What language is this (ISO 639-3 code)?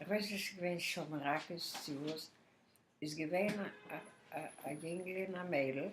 yid